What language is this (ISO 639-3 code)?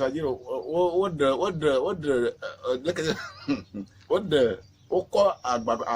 ewe